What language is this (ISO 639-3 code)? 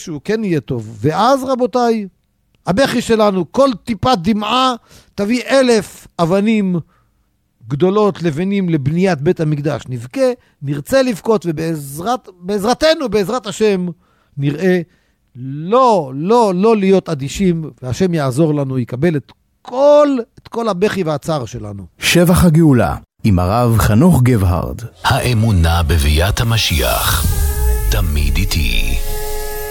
heb